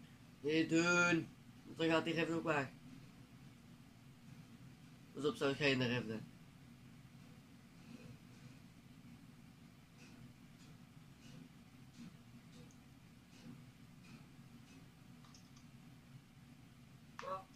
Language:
Dutch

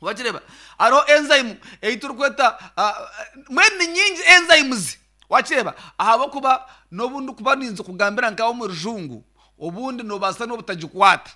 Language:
Nyankole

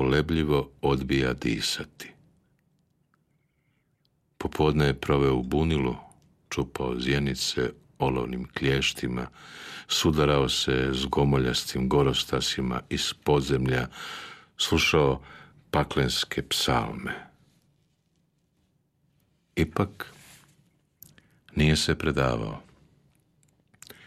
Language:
Croatian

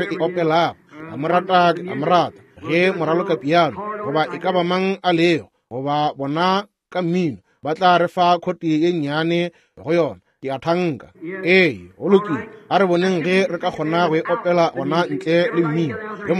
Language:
Northern Sotho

